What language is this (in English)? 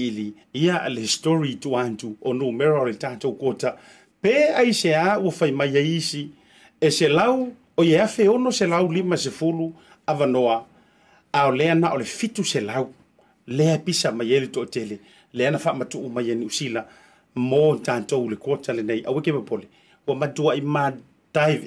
Samoan